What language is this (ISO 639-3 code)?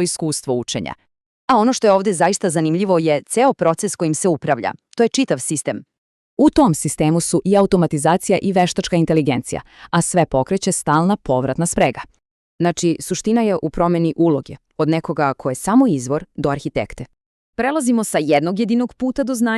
mkd